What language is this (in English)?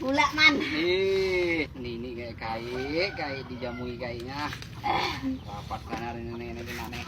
Banjar